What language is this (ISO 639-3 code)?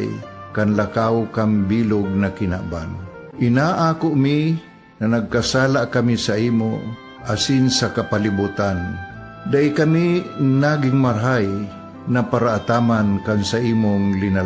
bik